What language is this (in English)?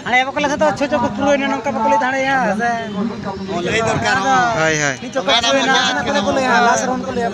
Santali